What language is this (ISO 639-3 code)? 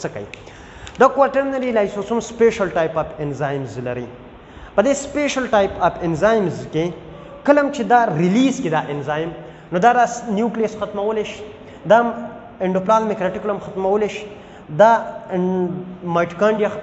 pus